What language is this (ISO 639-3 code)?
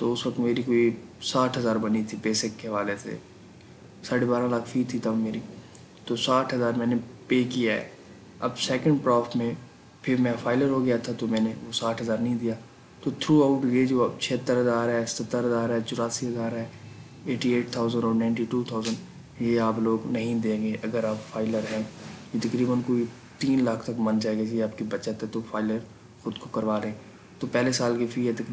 urd